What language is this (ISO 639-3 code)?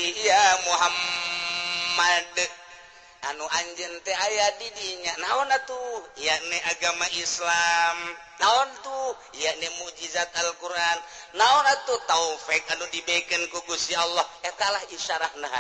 sun